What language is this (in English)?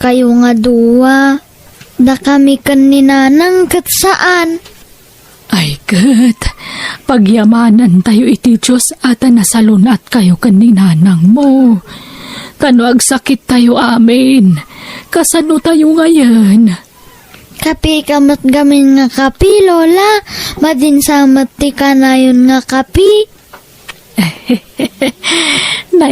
Iloko